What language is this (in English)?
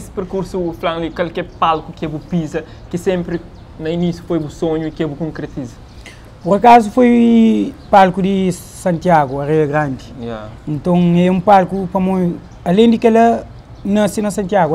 Kabuverdianu